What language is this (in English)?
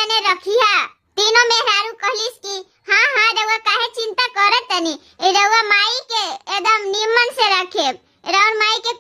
Bhojpuri